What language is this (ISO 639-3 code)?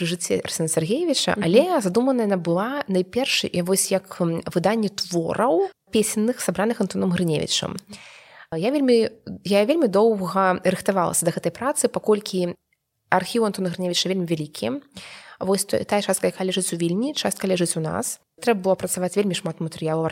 bel